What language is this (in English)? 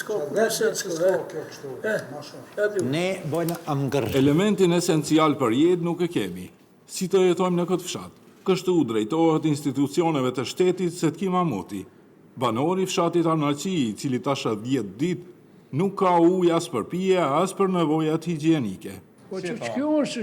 Albanian